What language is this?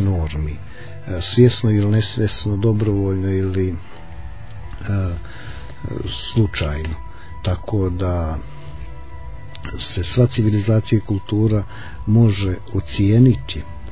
Croatian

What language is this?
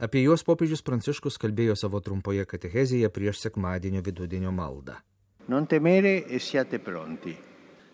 Lithuanian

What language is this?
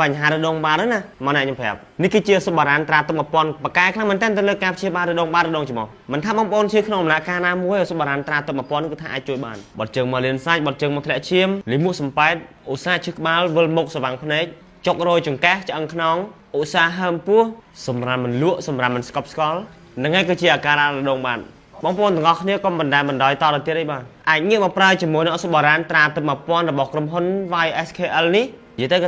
Khmer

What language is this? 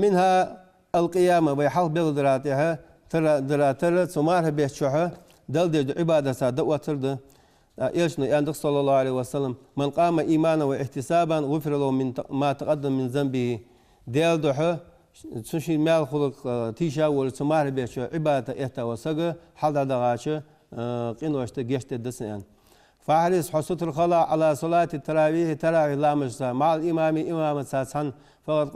Ingush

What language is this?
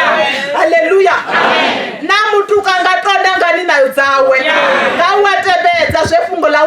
Venda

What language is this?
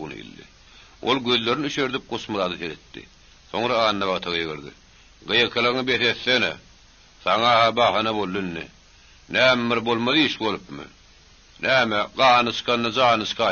Turkmen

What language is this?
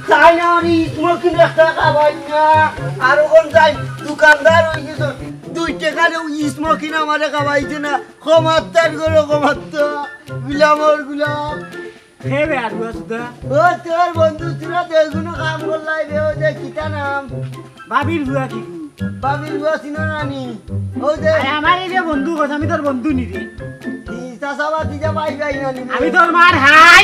Sylheti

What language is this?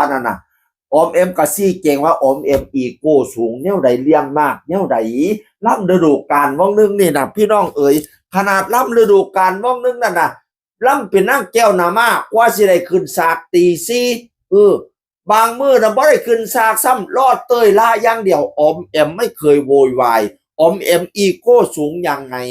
Northeastern Thai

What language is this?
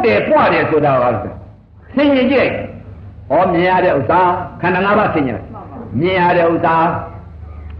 Burmese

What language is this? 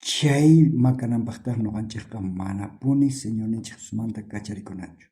South Bolivian Quechua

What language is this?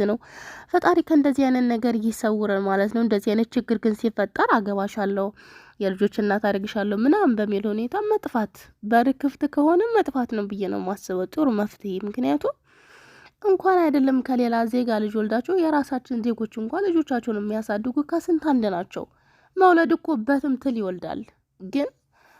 Amharic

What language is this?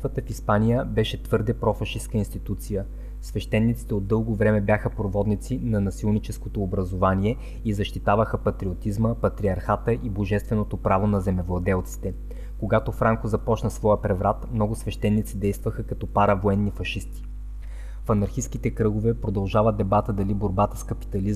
Bulgarian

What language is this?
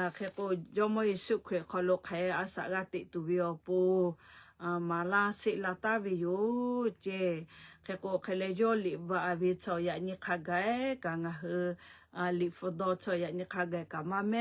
Lahu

